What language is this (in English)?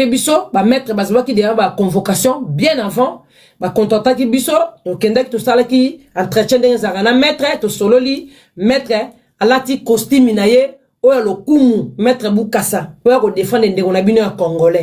Lingala